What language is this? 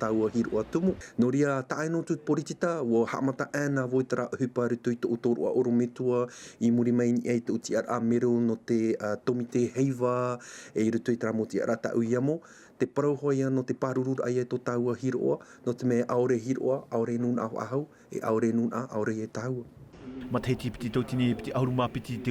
Tahitian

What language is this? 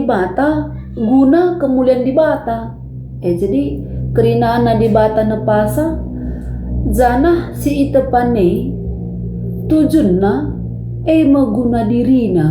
Batak Karo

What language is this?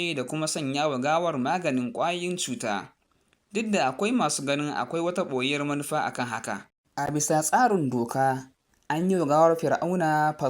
Hausa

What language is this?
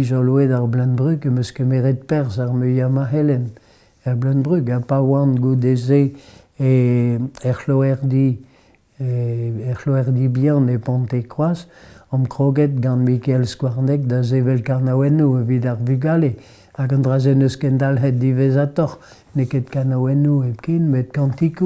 Breton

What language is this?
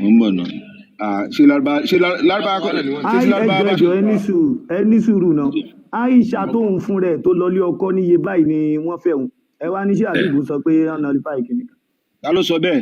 Yoruba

